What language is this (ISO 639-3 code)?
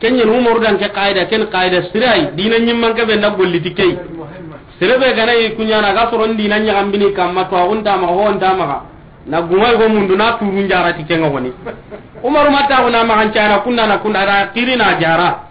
snk